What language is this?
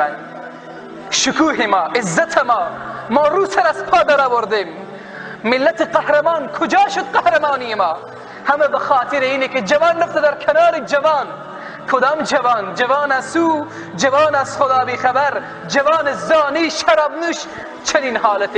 Persian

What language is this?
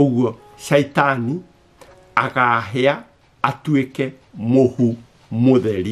Kikuyu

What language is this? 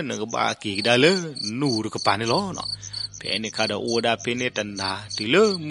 S'gaw Karen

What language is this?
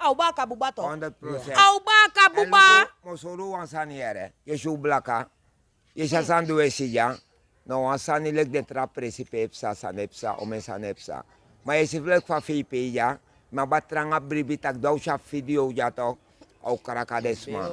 Sranan Tongo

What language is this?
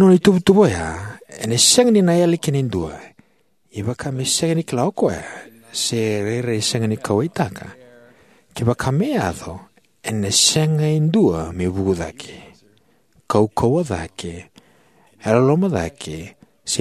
Fijian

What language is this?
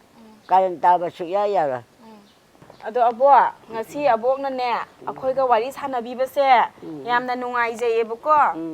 Manipuri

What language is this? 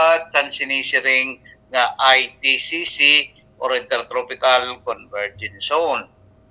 Waray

